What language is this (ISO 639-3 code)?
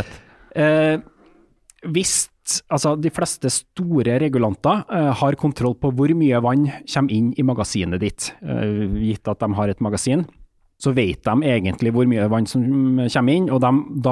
nor